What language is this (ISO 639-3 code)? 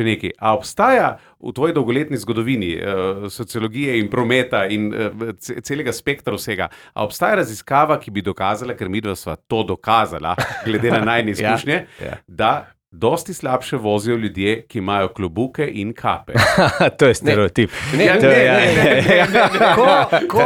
slv